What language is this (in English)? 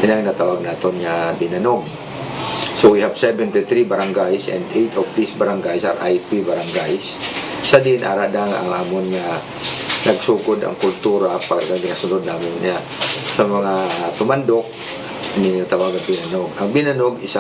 Hiligaynon